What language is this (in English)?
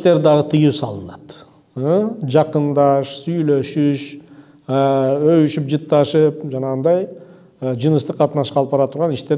Kyrgyz